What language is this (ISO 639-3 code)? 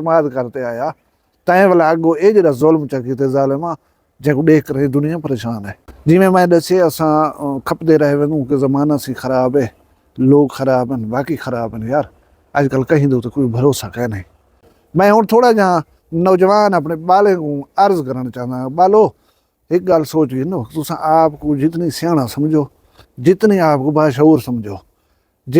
skr